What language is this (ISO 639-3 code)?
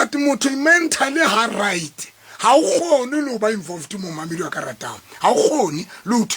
sot